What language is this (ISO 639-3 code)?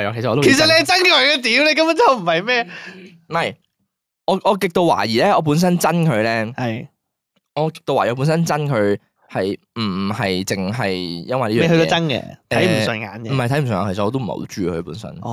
yue